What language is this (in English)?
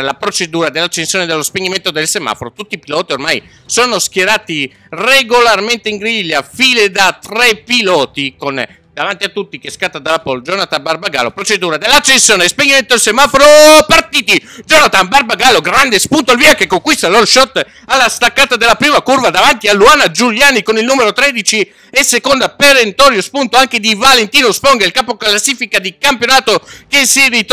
Italian